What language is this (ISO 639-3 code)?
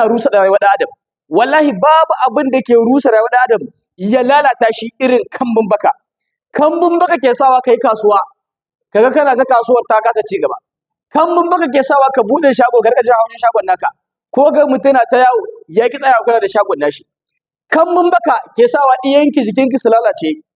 hau